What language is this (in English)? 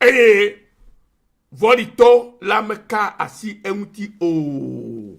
Ewe